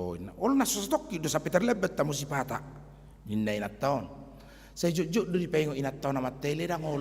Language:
Batak Toba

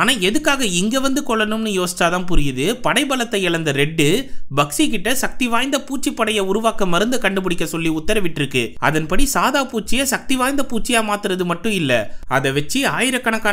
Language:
Tamil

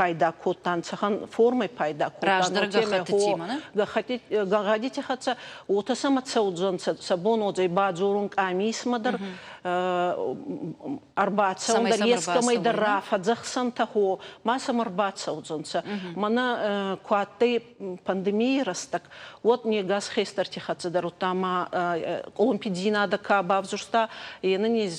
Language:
Ossetic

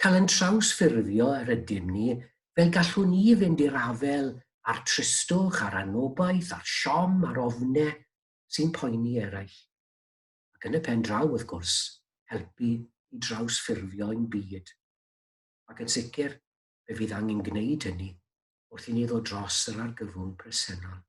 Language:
Welsh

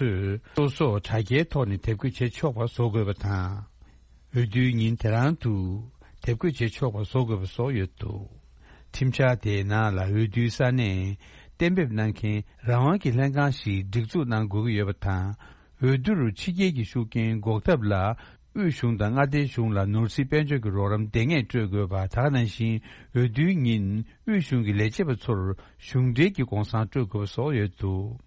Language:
Tibetan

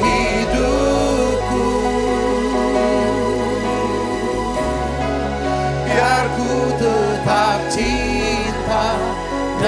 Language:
Indonesian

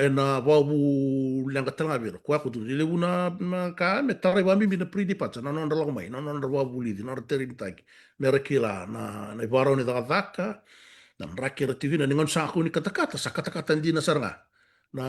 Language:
Fijian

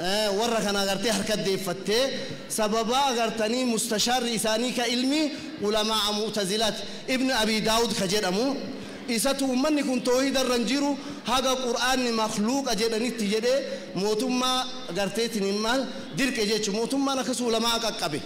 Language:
Oromo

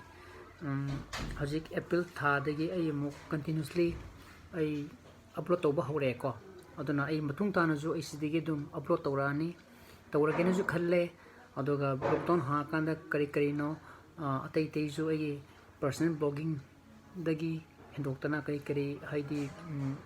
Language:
Manipuri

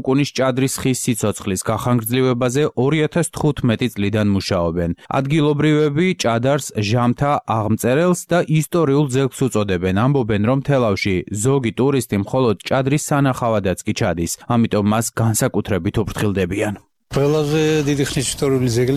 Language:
Georgian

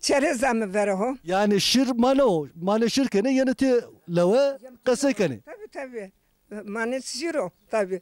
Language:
Zaza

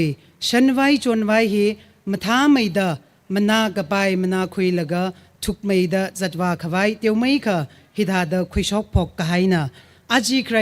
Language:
Tangkhul Naga (India)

